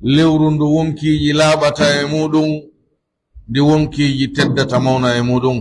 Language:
Pular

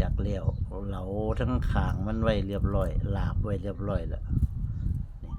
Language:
Northeastern Thai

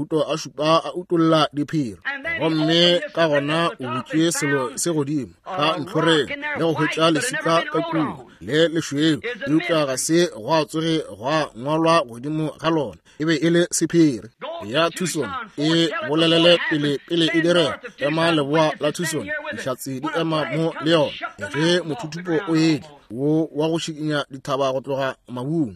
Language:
Northern Sotho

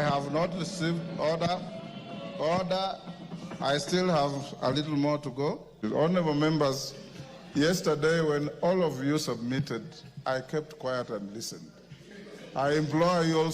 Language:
Gusii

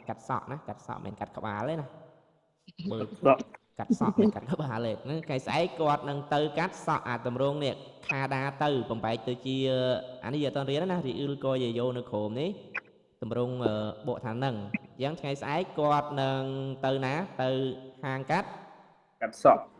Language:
Khmer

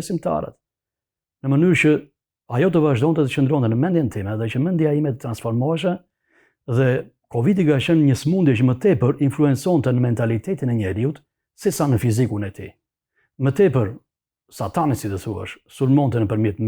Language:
Albanian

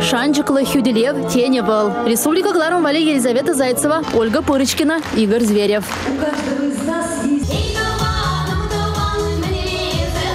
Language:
Chuvash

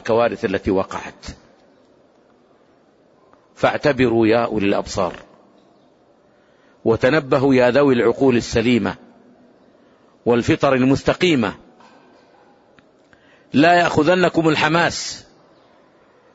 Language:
Arabic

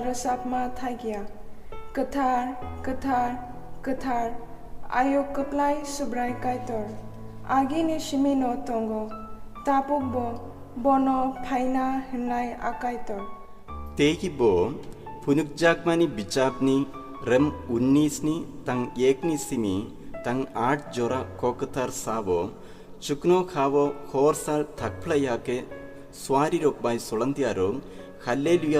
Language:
Kok Borok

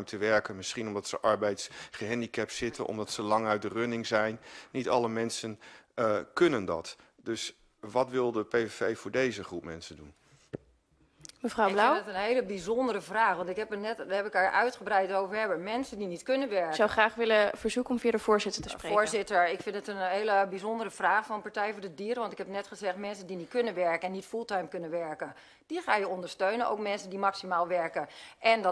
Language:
Dutch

